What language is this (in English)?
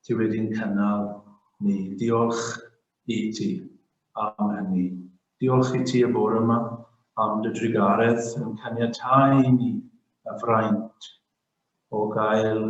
Welsh